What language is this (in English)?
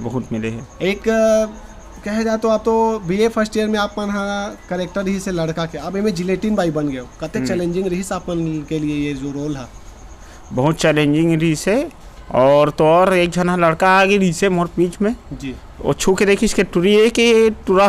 Chhattisgarhi